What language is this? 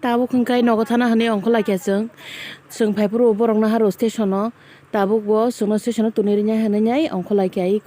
Kok Borok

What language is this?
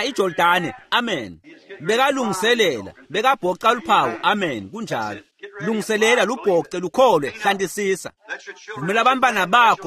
Swati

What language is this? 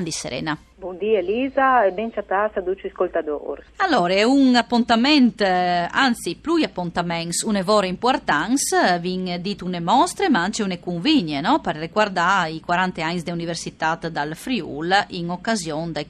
Friulian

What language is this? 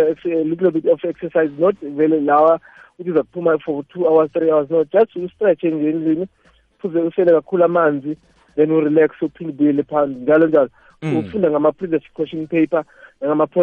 South Ndebele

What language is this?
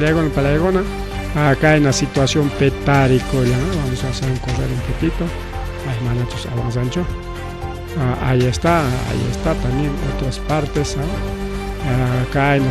Ayacucho Quechua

